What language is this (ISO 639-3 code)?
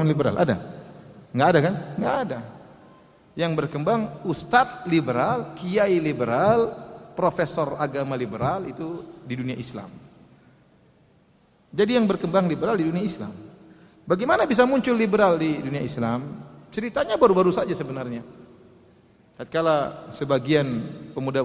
ind